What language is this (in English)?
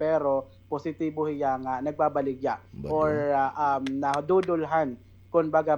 Waray